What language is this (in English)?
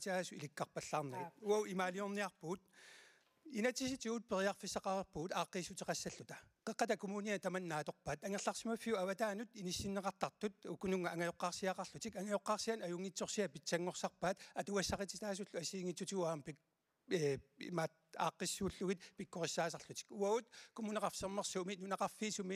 Kalaallisut